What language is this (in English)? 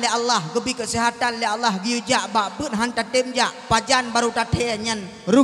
Achinese